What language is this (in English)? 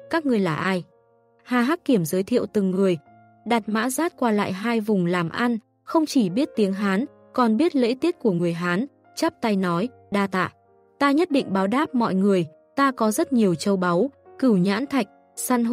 Vietnamese